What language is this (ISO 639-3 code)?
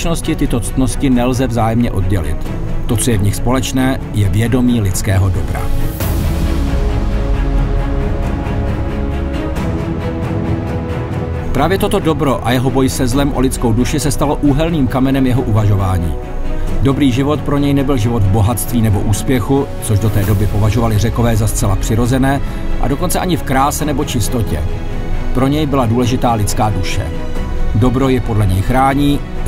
ces